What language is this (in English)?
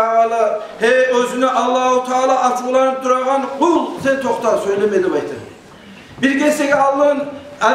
Kumyk